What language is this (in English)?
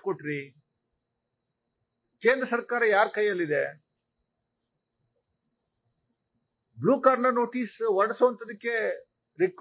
Kannada